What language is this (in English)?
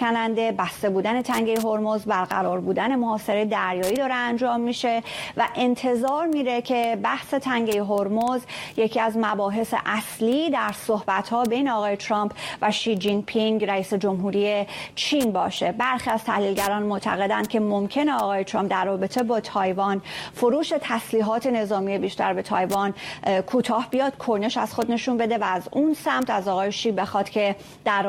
Persian